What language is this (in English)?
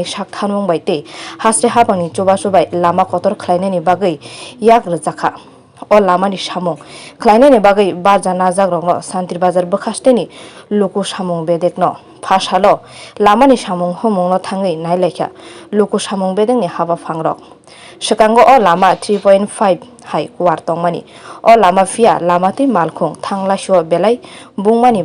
Kok Borok